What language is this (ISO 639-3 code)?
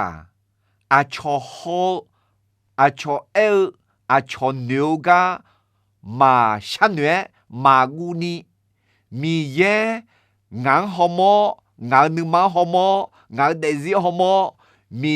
ahk